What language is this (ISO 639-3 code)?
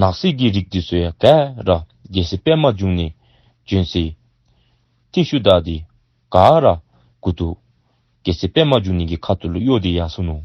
dzo